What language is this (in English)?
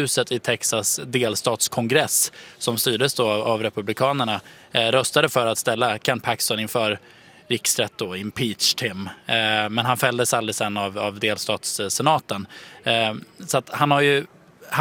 Swedish